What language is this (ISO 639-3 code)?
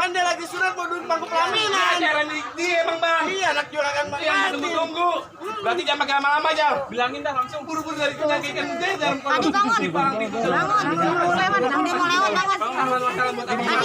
bew